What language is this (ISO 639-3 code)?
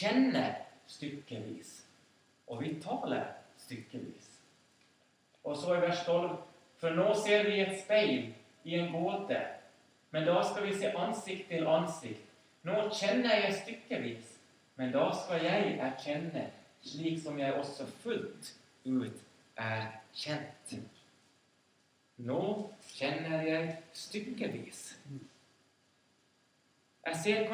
nor